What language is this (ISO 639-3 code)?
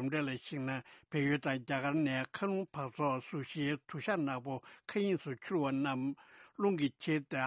bod